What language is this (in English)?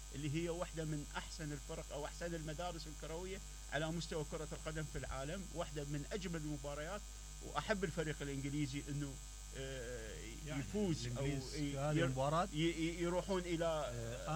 Mesopotamian Arabic